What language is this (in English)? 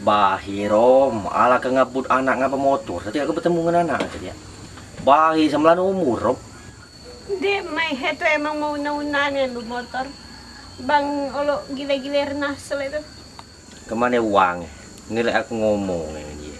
Musi